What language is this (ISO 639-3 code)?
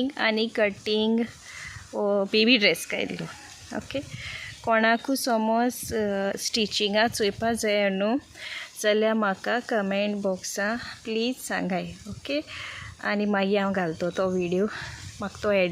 kok